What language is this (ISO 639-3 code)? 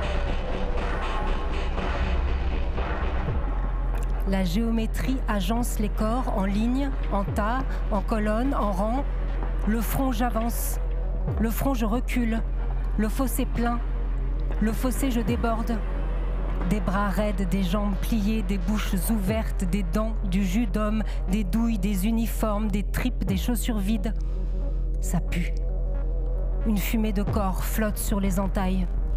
fra